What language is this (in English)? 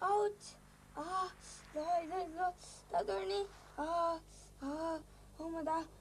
Divehi